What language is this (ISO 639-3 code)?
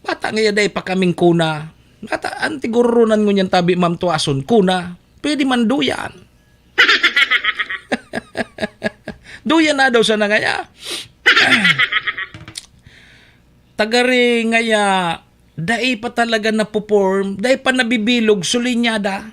bik